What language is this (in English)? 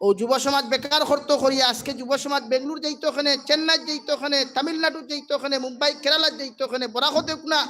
Sylheti